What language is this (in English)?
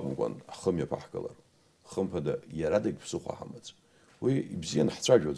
Abkhazian